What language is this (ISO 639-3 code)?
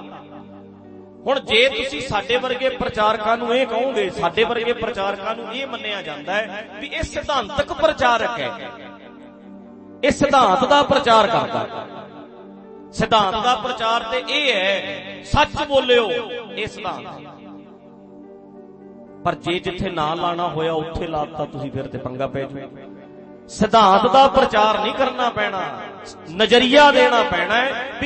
pan